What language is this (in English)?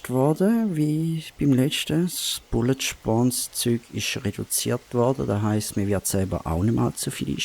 Swiss German